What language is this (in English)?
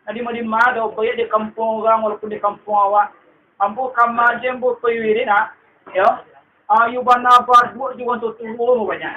Minangkabau